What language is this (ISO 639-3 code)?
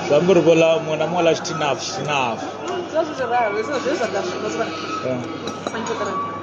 ven